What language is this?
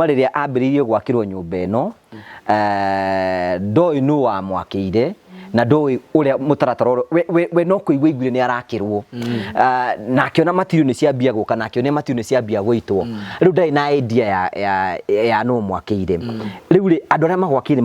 Kikuyu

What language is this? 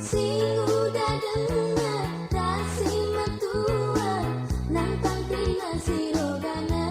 Batak Karo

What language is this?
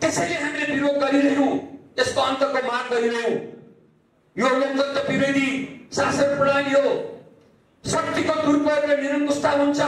Nepali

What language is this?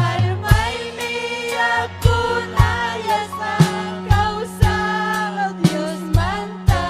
Ayacucho Quechua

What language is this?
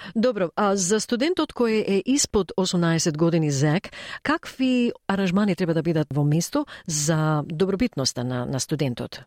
Macedonian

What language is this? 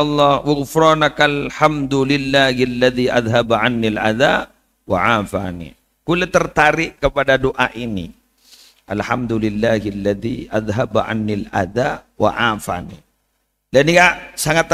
Madurese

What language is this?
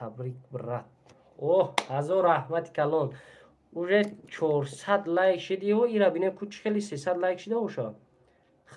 Tajik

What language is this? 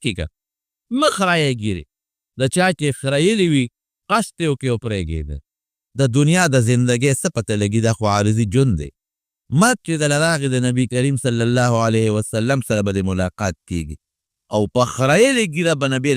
Pashto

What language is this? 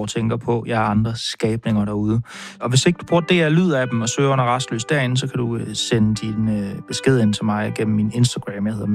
Danish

